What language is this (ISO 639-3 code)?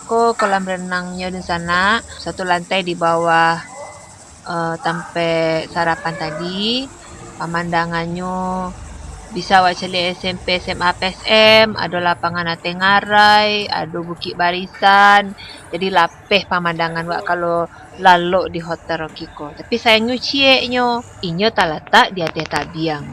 min